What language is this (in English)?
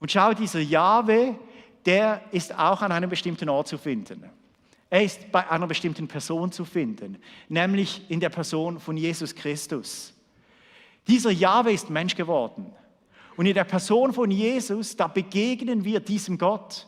Swiss German